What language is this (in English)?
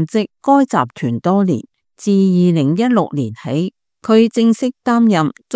Cantonese